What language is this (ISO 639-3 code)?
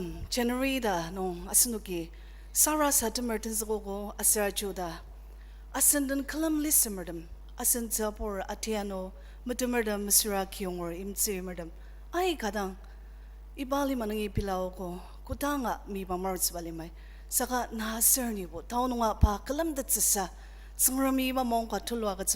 njo